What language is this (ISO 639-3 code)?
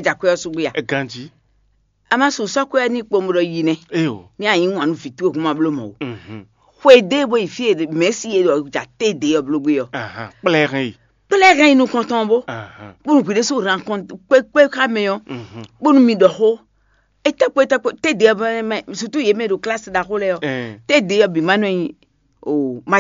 fon